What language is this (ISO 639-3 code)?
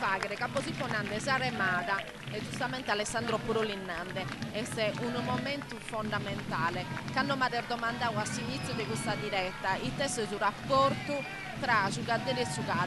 srd